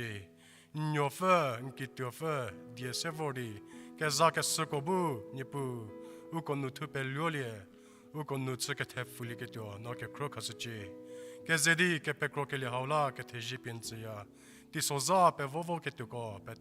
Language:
Angami Naga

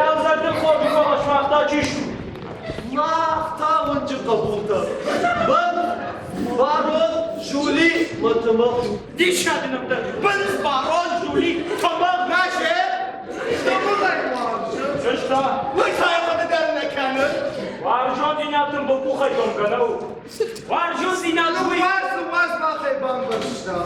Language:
Ossetic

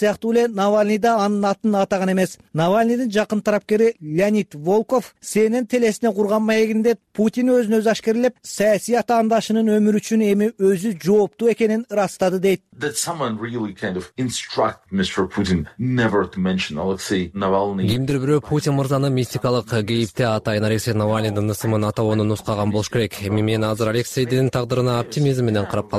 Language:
Kyrgyz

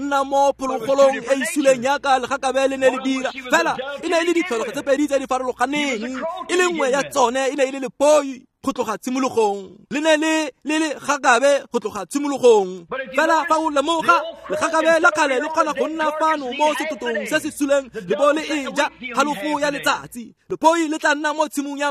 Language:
Tswana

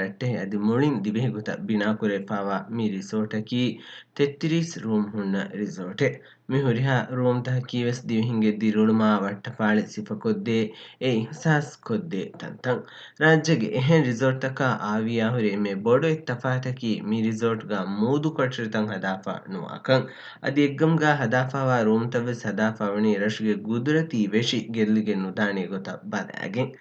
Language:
Divehi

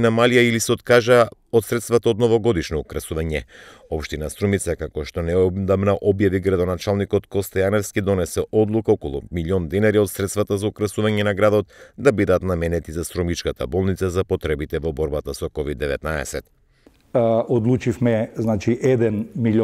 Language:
Macedonian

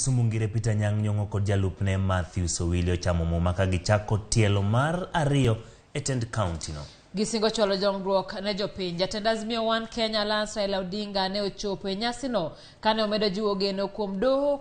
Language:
Luo (Kenya and Tanzania)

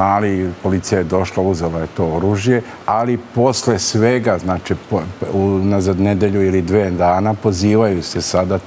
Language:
Serbian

